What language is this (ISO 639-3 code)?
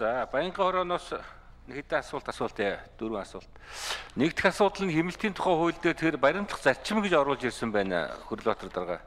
mon